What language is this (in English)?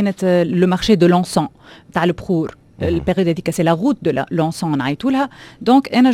Tunisian Arabic